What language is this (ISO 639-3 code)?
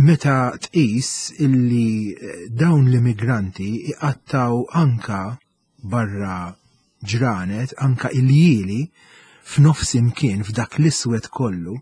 mlt